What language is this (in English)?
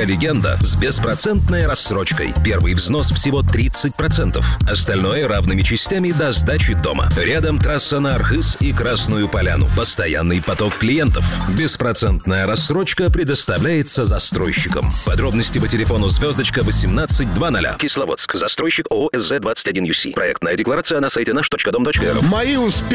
Russian